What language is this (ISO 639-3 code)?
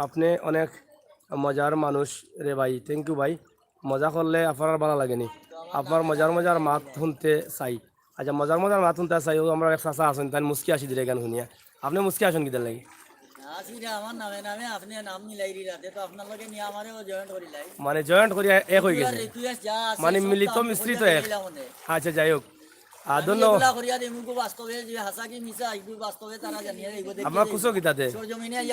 syl